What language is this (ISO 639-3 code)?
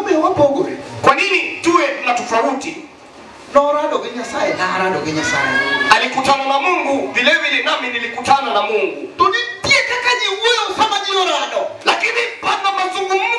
luo